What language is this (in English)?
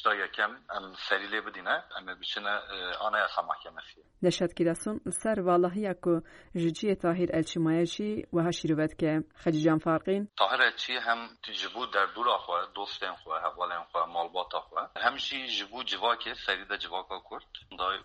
Kurdish